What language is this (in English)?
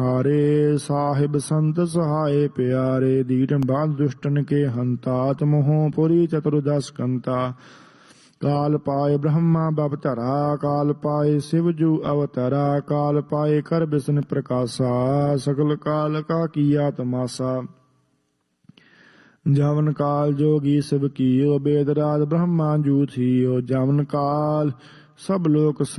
Punjabi